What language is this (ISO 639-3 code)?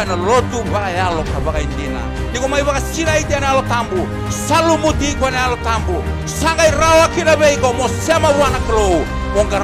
fij